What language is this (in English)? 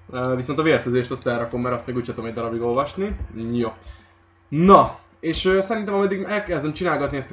Hungarian